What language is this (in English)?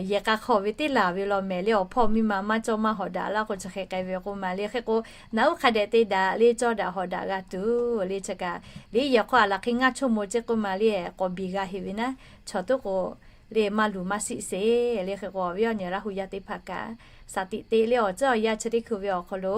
Lahu